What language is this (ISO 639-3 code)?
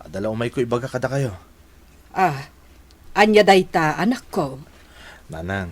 ilo